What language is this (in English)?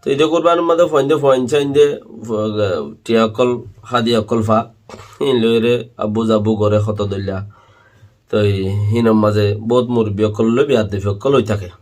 Rohingya